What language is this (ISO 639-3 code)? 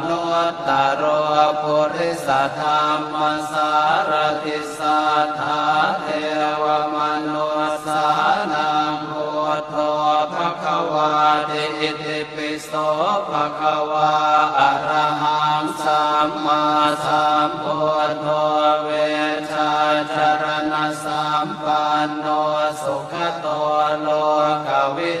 pli